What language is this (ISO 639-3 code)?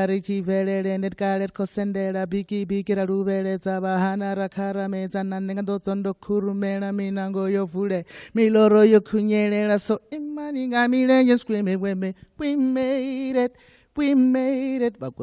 ven